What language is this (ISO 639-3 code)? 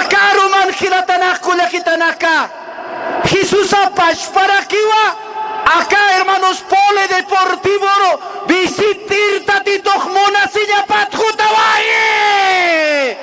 aym